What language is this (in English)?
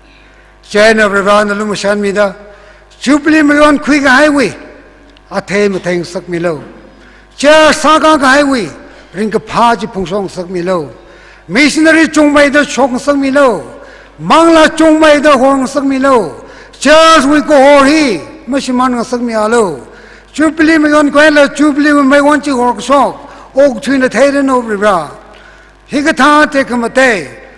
Tangkhul Naga (India)